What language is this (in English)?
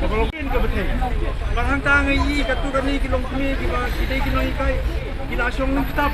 Khasi